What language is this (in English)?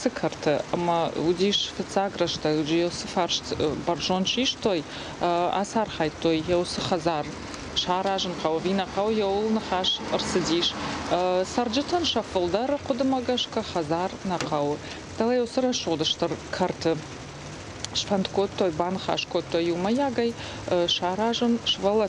Ossetic